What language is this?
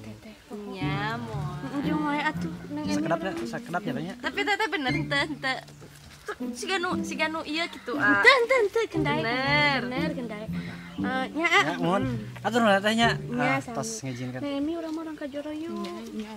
Sundanese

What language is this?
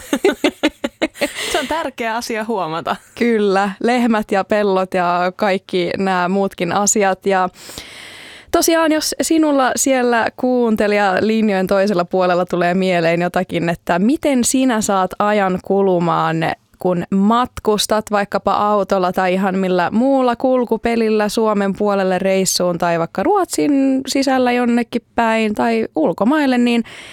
Finnish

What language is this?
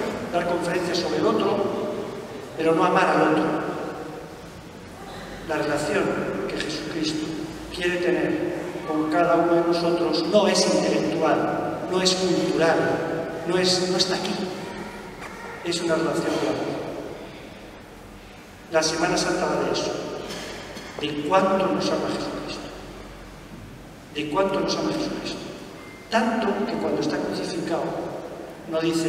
Spanish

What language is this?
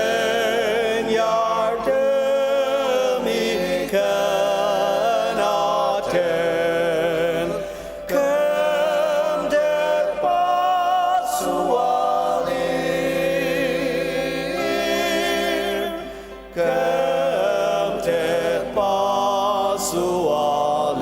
Ao Naga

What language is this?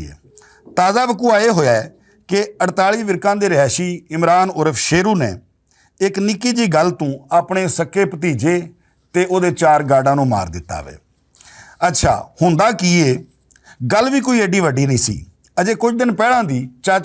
Western Panjabi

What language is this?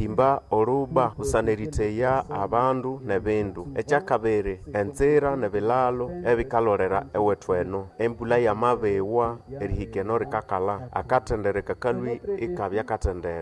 Nande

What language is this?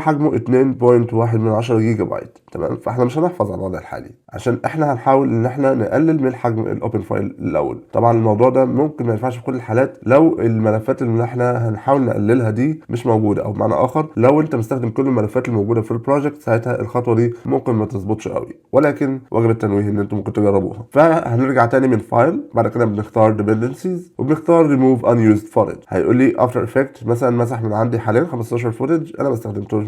Egyptian Arabic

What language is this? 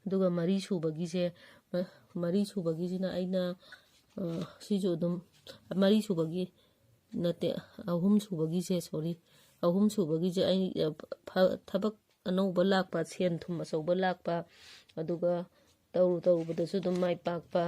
Manipuri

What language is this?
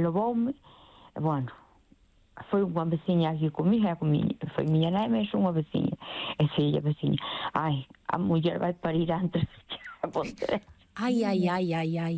Galician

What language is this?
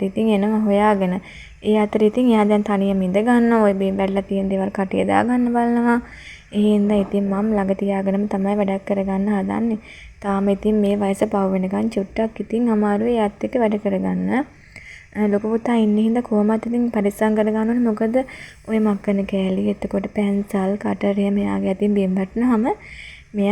Sinhala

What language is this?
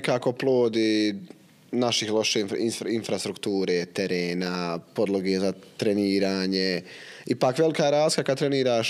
Bosnian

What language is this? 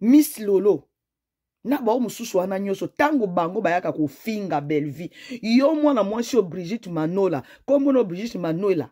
Lingala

